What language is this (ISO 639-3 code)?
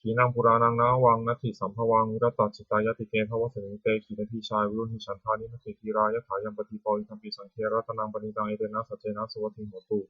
pli